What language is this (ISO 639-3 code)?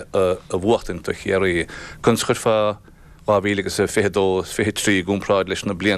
gle